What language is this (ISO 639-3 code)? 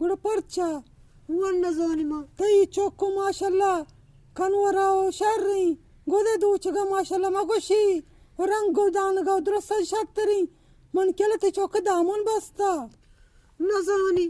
bgp